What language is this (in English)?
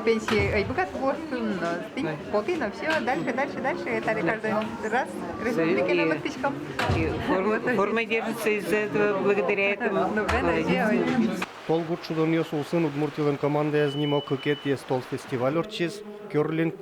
Udmurt